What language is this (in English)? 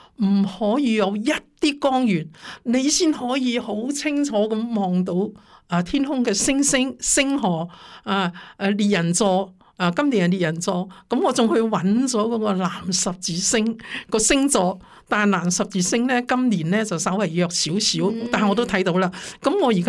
Cantonese